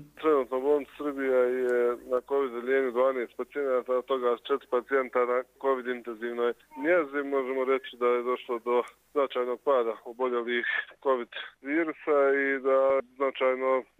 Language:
Croatian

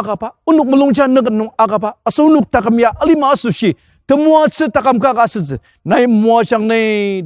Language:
Ao Naga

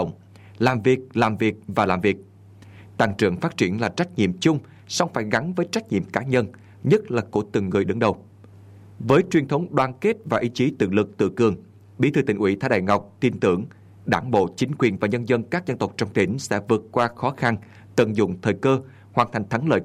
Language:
Vietnamese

